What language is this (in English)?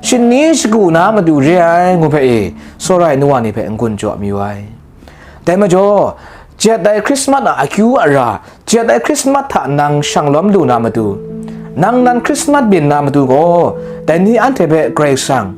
Kachin